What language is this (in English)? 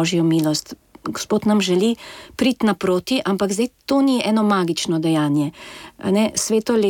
Slovenian